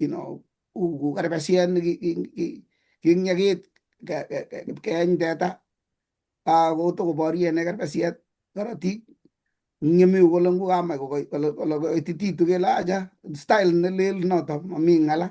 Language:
Kalenjin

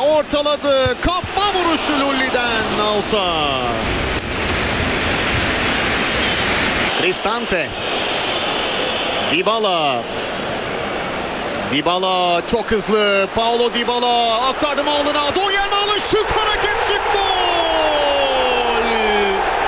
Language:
Turkish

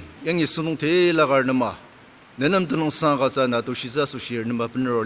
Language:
Ao Naga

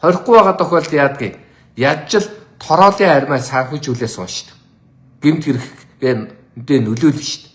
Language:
Mongolian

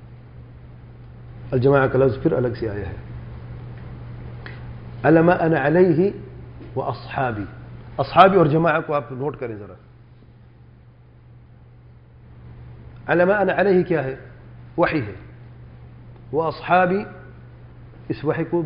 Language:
Urdu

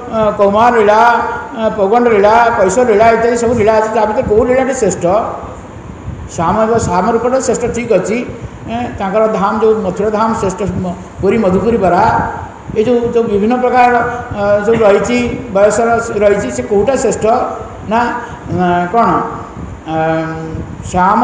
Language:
Odia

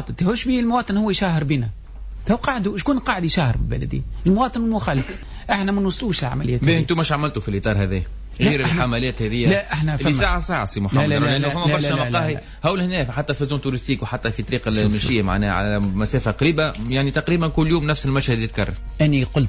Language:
Tunisian Arabic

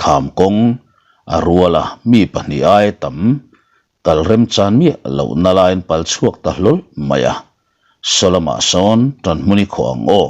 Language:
Mizo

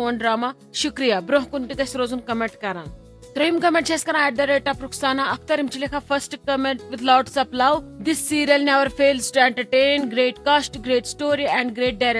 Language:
Kashmiri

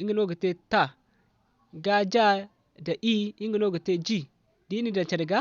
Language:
Zarma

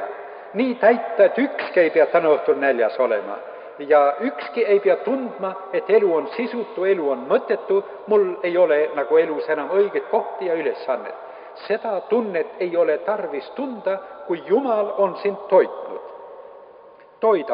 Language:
Estonian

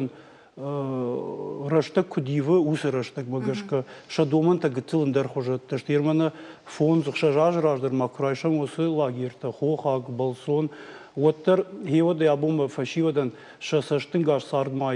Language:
Ossetic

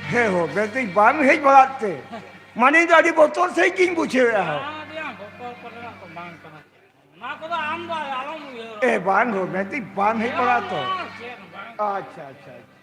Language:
Santali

